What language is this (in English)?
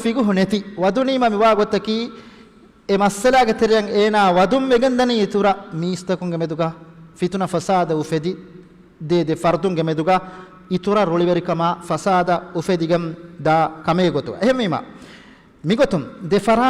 Divehi